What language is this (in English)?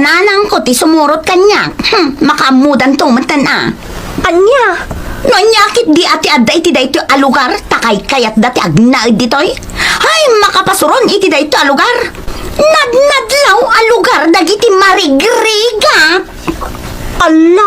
Iloko